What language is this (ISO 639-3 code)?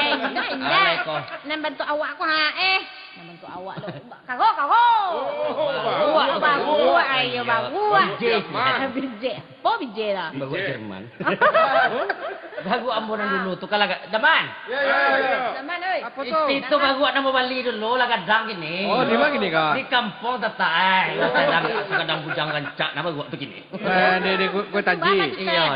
min